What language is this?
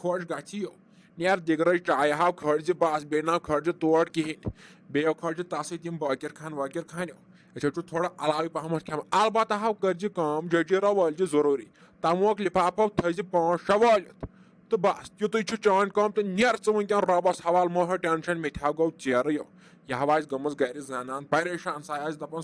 Kashmiri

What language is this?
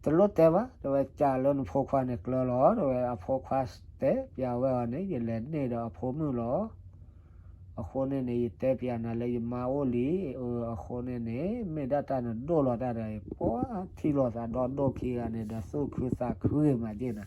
S'gaw Karen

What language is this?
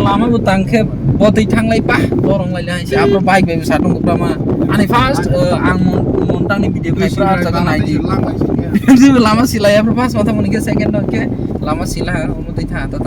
Kok Borok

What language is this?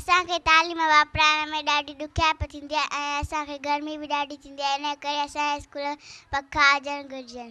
Sindhi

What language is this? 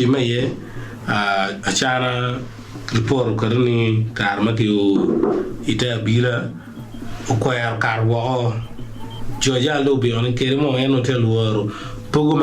Acoli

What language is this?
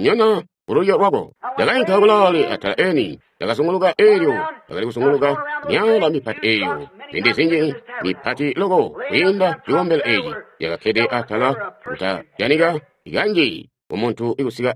Tonga (Zambia)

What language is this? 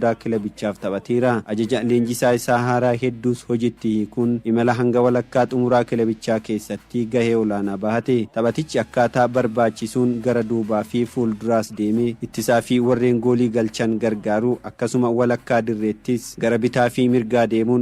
Oromo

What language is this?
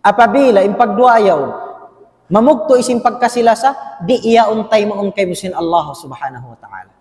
Tausug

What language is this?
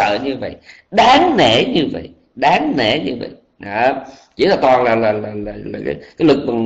Vietnamese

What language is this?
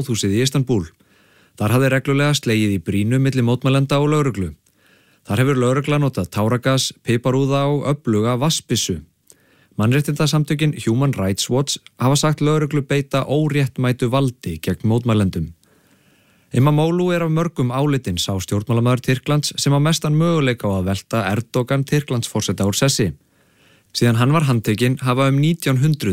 Icelandic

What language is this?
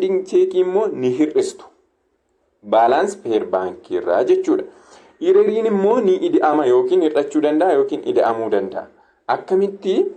Oromo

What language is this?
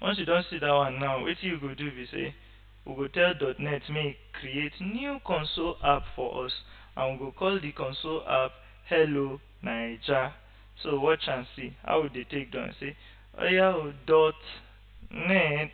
Nigerian Pidgin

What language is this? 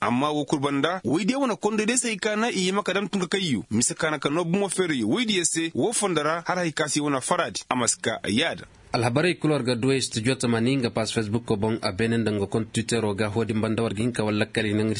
Koyraboro Senni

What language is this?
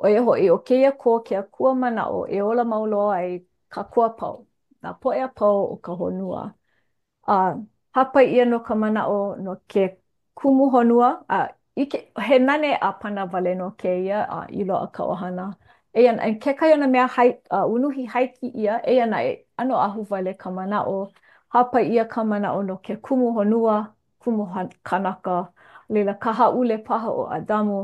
Hawaiian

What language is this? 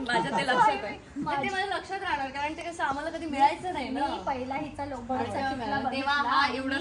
Marathi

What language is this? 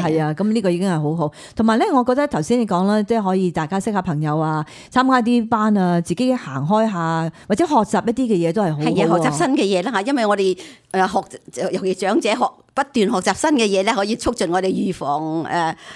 Cantonese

